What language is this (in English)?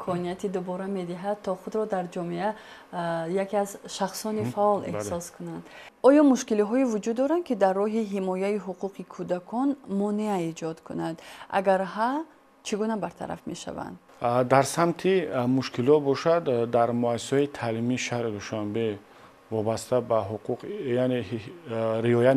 Tajik